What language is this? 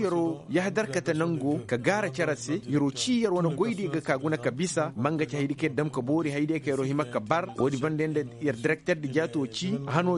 Koyraboro Senni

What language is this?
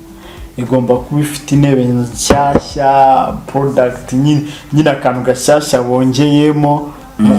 Kinyarwanda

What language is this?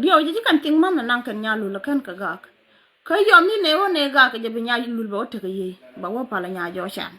Nuer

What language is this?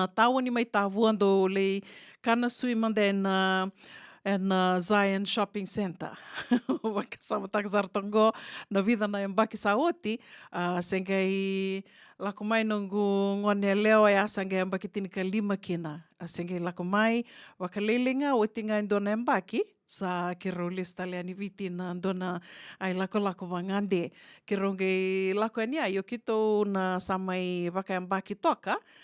Fijian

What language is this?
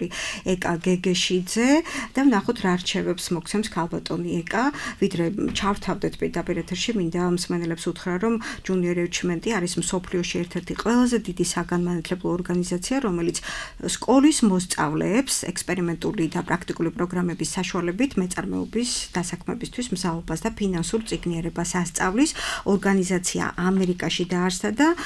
Georgian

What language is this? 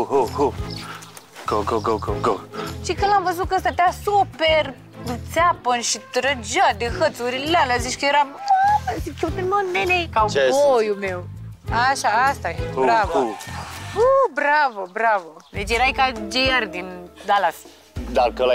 Romanian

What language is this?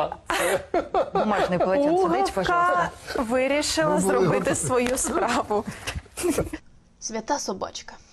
Ukrainian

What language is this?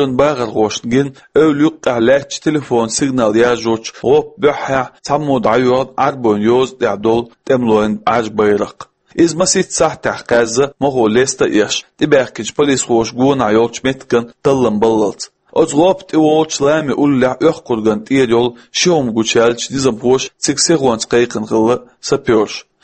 Chechen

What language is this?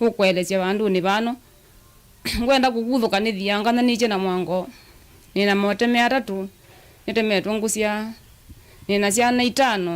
Kamba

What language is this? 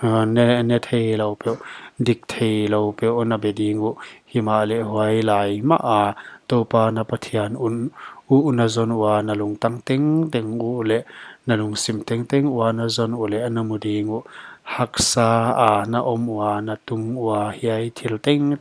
Paite Chin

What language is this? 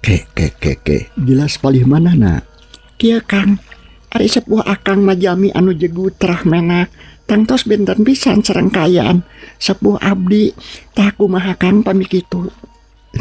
Sundanese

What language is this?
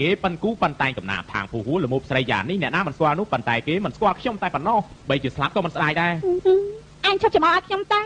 Khmer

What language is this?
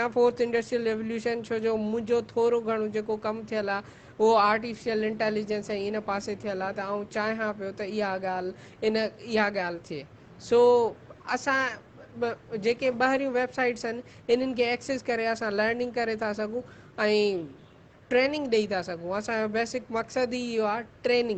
Sindhi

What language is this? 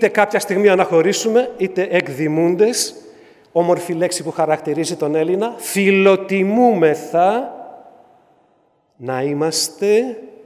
Greek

